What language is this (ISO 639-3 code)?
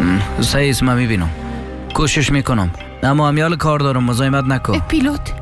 fas